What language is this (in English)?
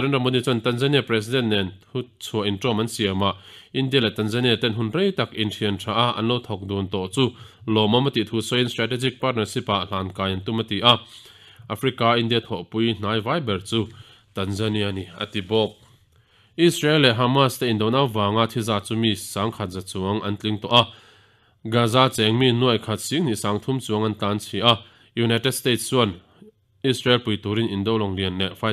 Mizo